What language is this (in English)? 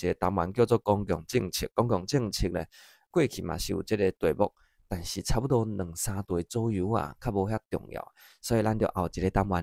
Min Nan Chinese